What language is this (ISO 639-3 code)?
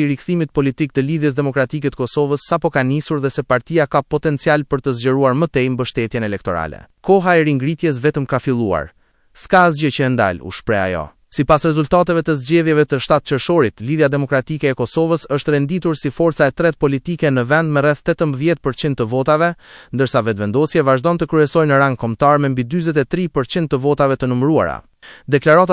sqi